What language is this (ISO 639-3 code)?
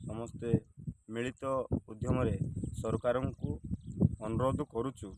ori